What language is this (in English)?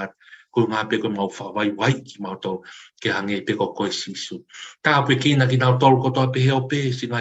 Tongan